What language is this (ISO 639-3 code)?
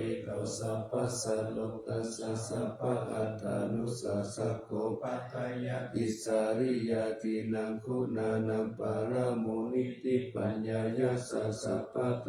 pli